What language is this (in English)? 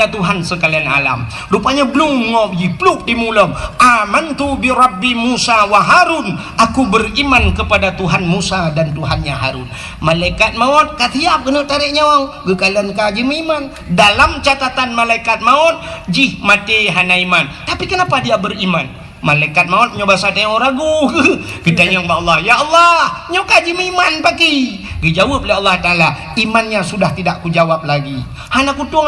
Achinese